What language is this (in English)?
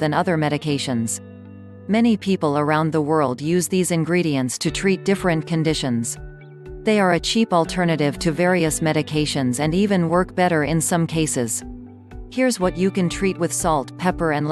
English